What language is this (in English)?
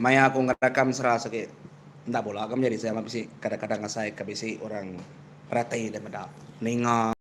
Iban